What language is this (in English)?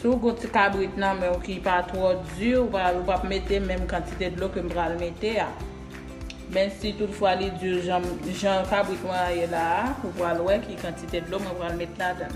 Haitian Creole